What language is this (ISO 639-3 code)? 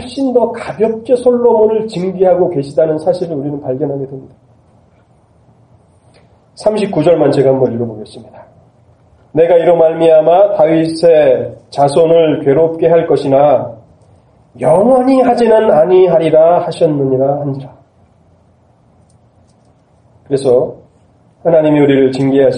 kor